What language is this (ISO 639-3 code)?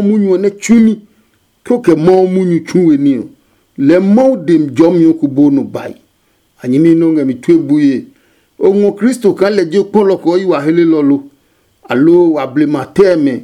ada